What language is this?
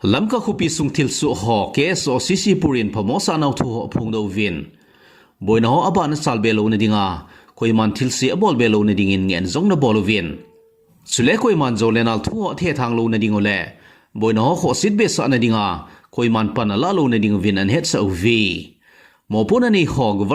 Thado Chin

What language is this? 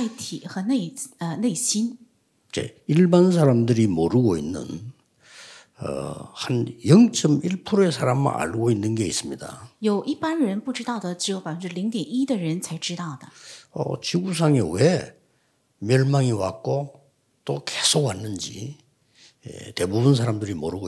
Korean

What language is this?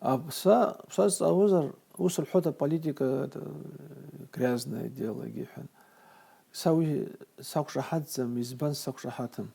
Abkhazian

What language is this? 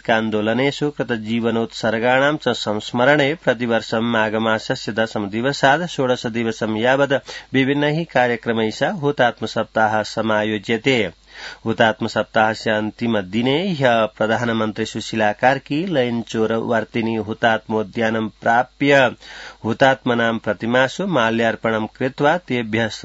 Sanskrit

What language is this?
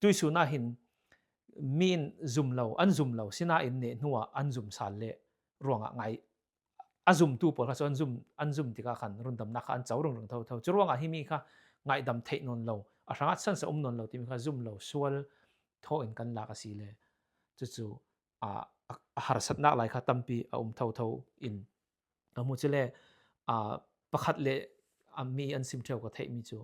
Falam Chin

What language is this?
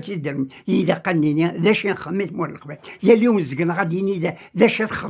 Kabyle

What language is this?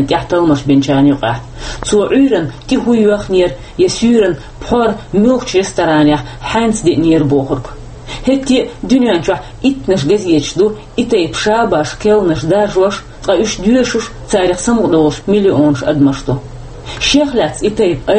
Chechen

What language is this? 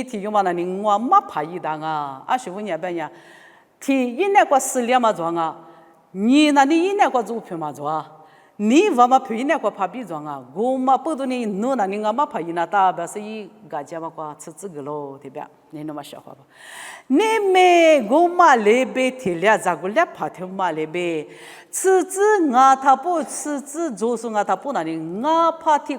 Lisu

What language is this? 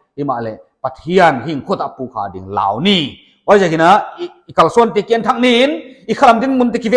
Paite Chin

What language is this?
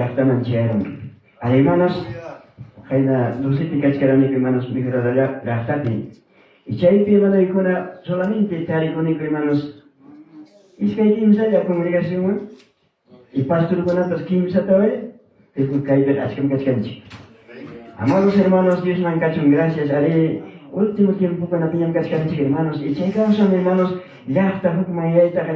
Ayacucho Quechua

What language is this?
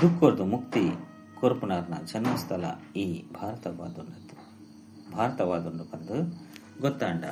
Tulu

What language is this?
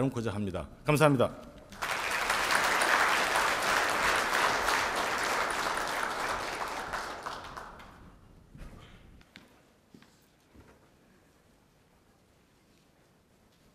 Korean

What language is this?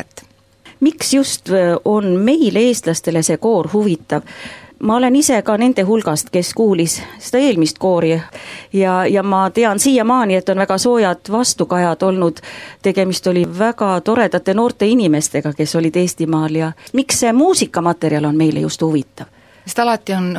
Estonian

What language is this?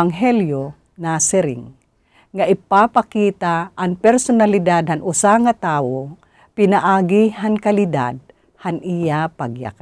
Waray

